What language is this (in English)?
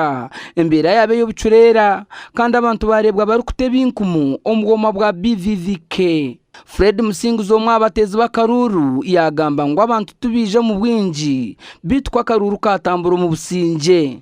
Nyankole